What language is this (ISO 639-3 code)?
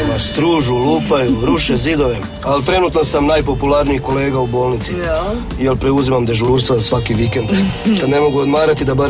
hrv